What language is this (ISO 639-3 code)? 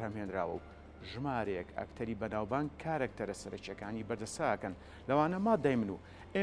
ckb